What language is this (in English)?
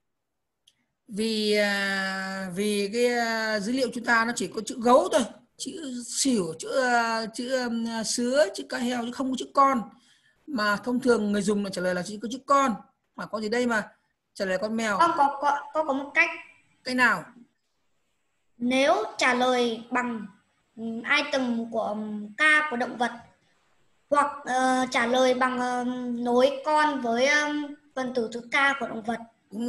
Vietnamese